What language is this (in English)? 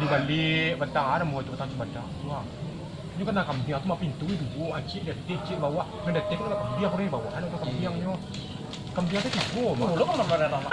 Minangkabau